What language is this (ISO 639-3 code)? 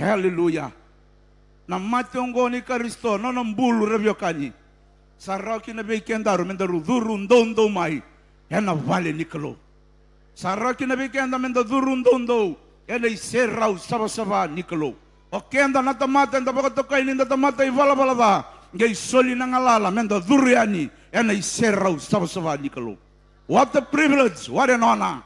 fij